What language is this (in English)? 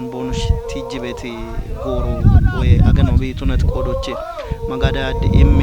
Kafa